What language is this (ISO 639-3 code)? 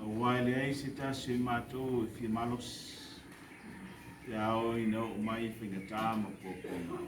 smo